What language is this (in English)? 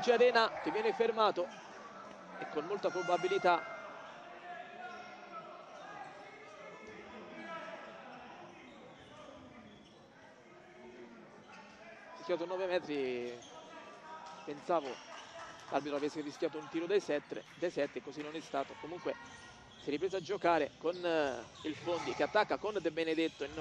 Italian